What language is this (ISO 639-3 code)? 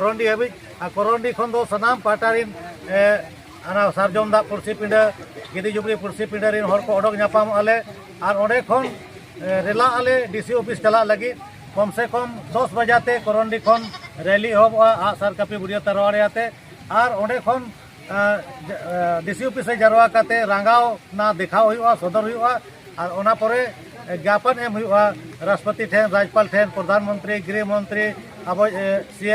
sat